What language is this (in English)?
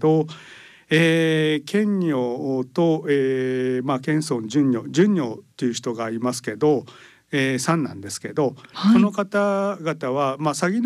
Japanese